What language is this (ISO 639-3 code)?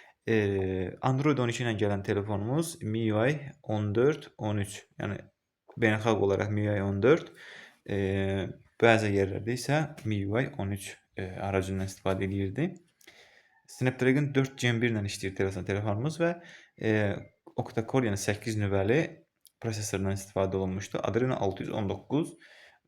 aze